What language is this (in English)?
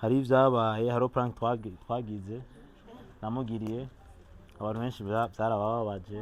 Rundi